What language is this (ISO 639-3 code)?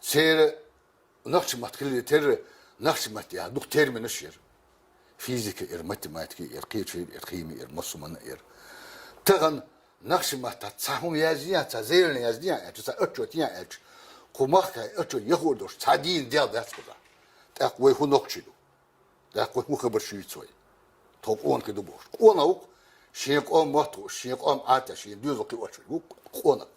che